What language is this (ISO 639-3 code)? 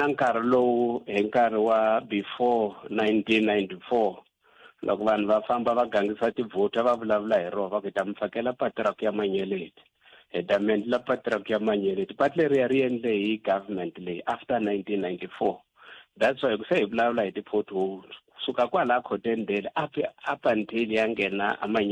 tso